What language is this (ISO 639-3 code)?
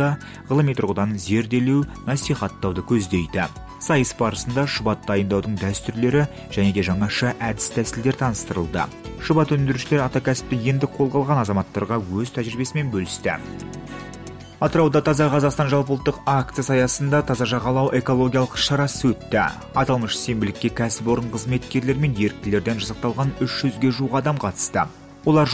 kaz